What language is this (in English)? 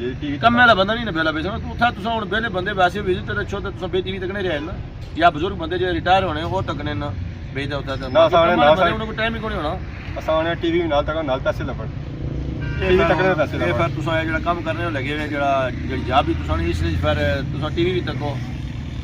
Pahari-Potwari